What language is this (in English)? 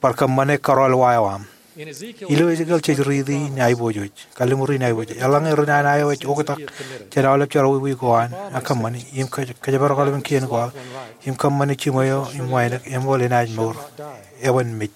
Marshallese